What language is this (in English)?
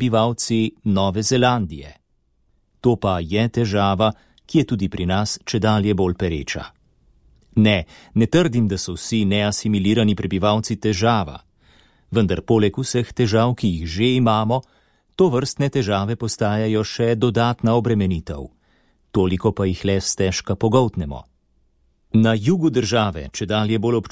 Slovenian